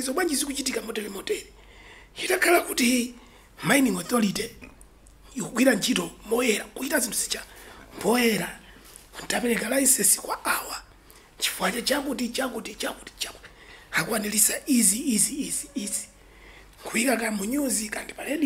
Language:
Nyanja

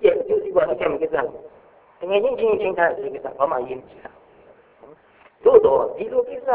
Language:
Burmese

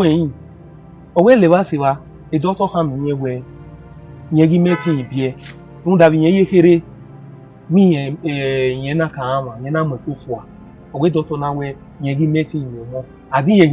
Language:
Bini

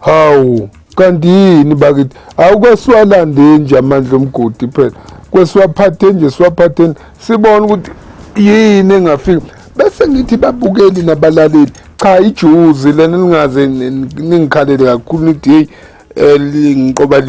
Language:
Zulu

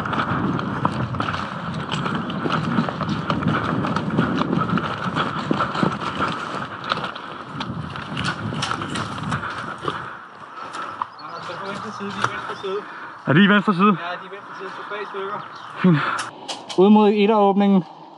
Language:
Danish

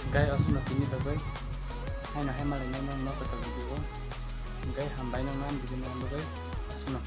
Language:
Kok Borok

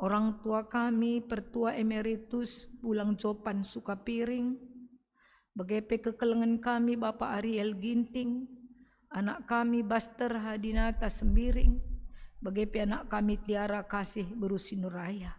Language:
Batak Karo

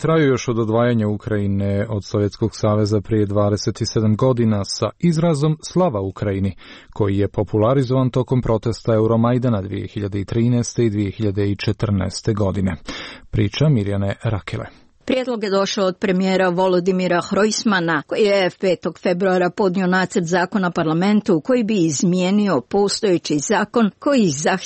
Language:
Croatian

